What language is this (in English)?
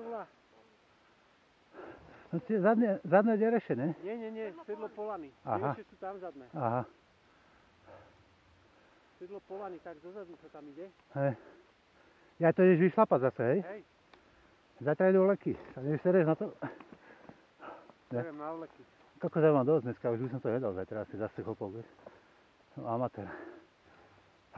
Slovak